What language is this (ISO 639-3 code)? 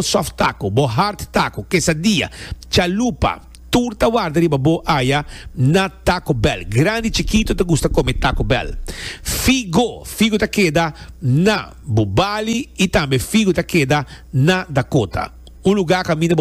pap